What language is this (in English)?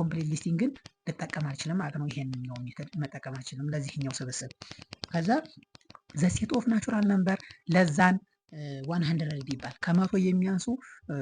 Amharic